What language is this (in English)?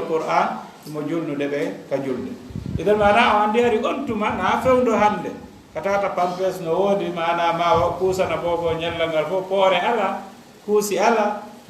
Fula